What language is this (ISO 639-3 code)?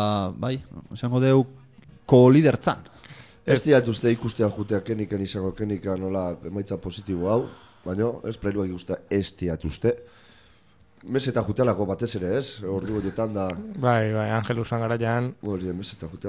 eus